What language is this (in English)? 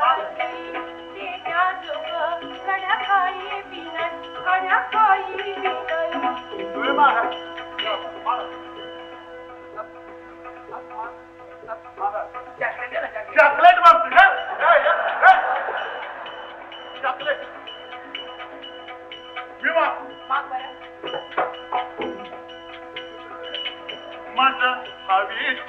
Marathi